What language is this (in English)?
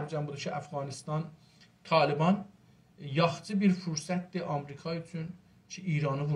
South Azerbaijani